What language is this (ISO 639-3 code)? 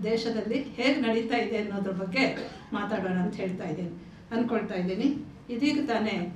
kan